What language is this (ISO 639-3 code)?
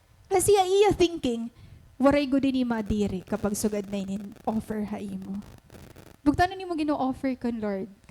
war